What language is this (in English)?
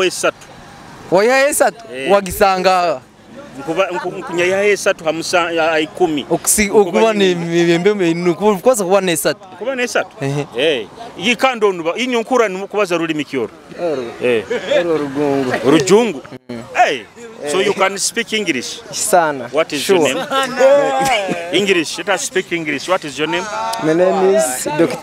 Nyoro